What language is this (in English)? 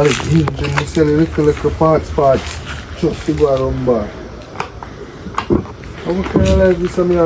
Jamaican Creole English